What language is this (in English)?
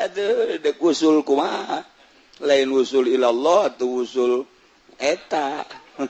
Sundanese